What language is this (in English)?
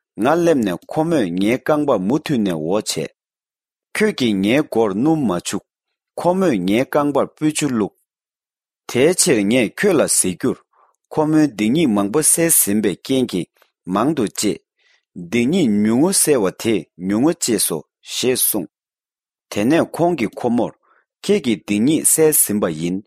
Tibetan